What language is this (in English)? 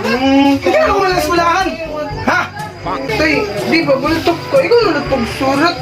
Waray